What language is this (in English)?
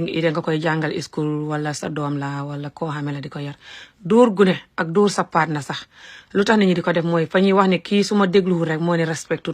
Wolof